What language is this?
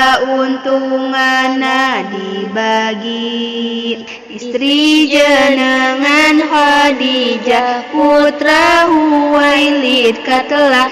Sundanese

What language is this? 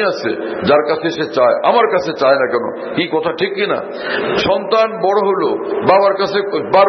Bangla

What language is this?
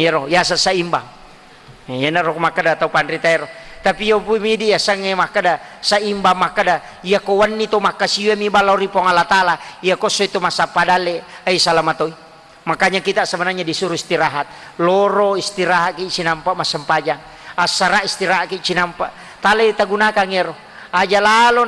Buginese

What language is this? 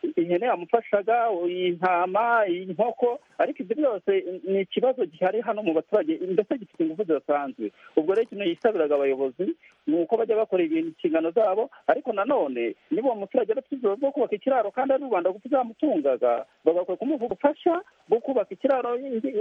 Kinyarwanda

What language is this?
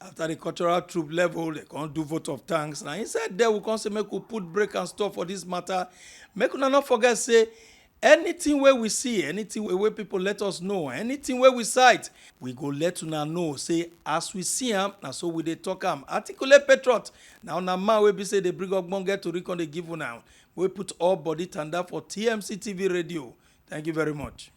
Nigerian Pidgin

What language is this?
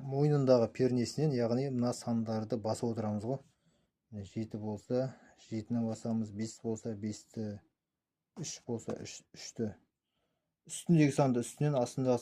Kazakh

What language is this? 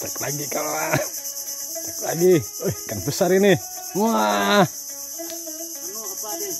Banjar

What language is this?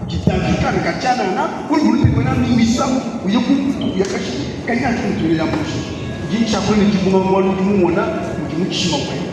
Luba-Lulua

